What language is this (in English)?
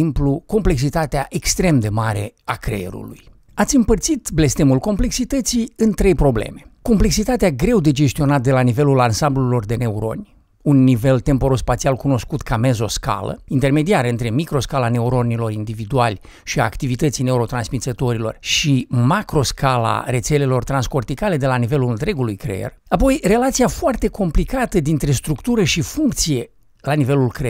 Romanian